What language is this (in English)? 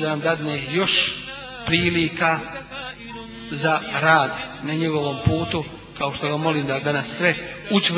Bosnian